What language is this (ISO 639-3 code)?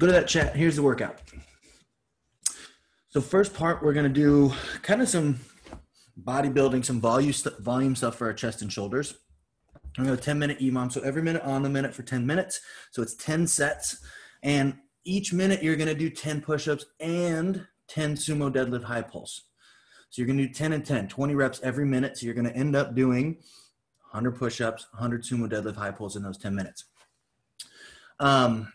eng